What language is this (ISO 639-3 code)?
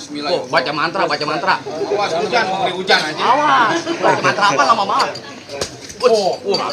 bew